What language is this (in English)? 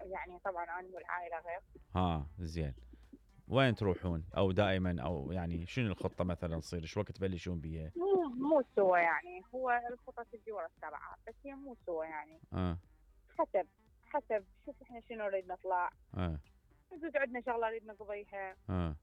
Mesopotamian Arabic